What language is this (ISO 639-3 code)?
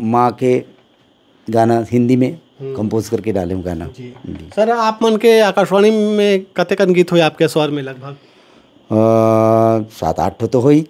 hne